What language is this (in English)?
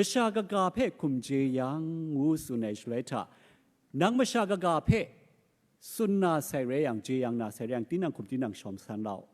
Kachin